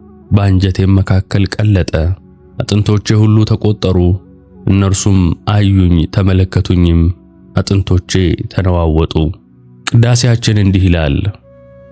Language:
Amharic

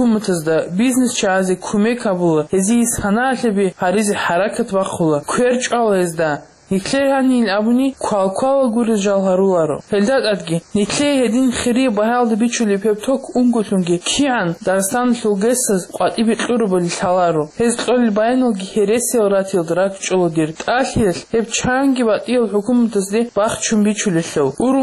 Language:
Avaric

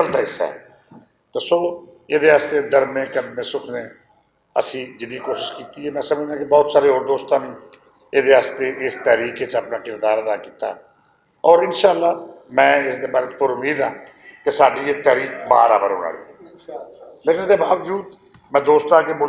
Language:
Western Panjabi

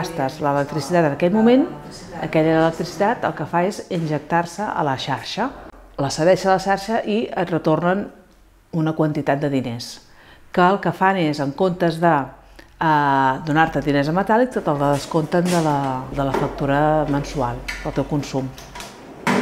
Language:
Catalan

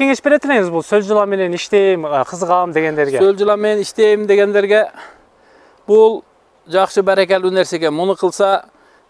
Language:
Kyrgyz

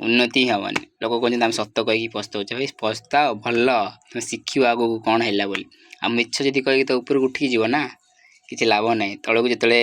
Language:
Odia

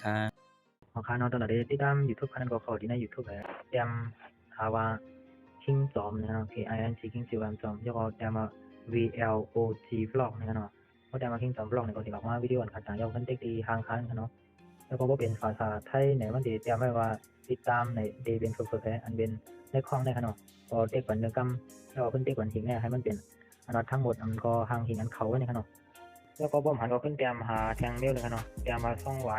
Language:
Shan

